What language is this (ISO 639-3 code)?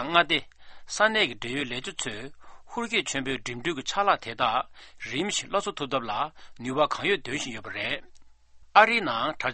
bod